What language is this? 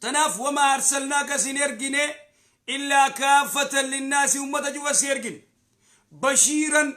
Oromo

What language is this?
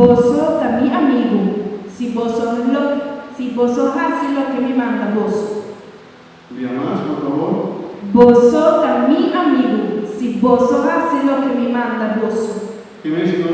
Papiamento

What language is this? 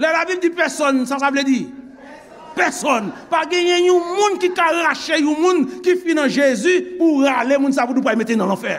Haitian Creole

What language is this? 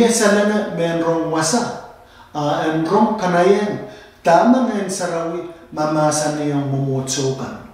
Pohnpeian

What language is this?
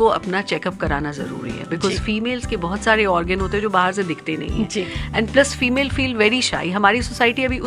Hindi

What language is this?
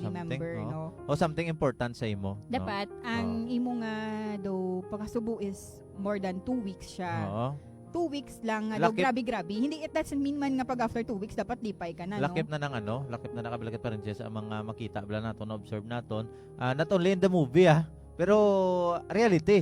Hiligaynon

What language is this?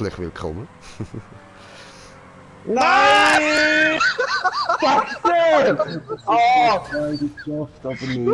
Swiss German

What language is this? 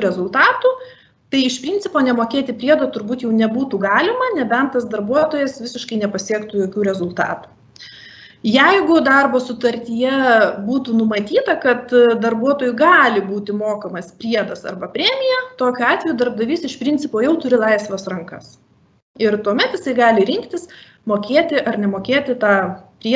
Lithuanian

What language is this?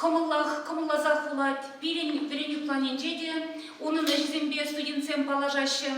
Chuvash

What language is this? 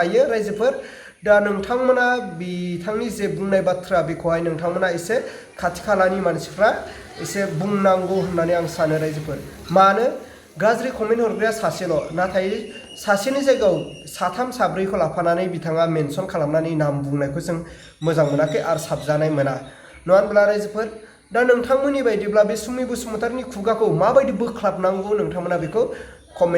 Bodo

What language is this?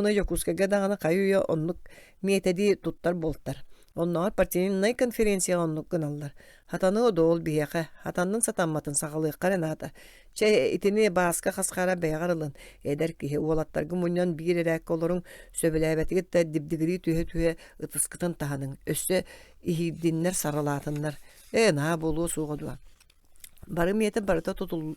Yakut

